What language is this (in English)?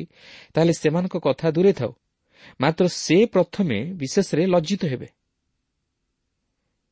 Odia